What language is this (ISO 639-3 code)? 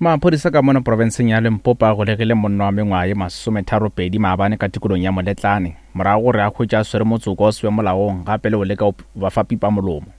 nso